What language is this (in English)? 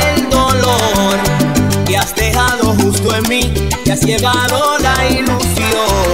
Spanish